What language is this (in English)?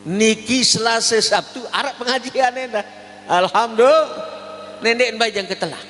Sasak